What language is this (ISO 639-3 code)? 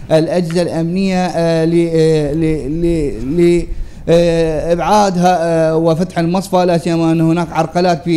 ara